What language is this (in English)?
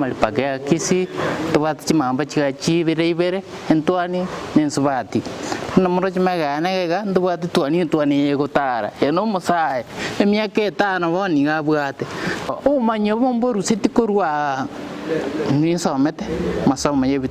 Gusii